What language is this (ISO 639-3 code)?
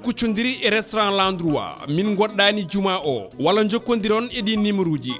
ful